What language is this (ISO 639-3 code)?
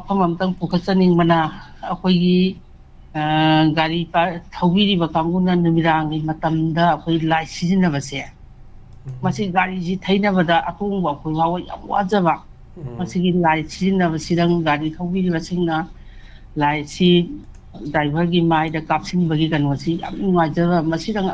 mni